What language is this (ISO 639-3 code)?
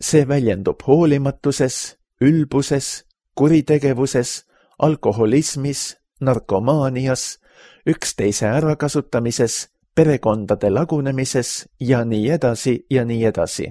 est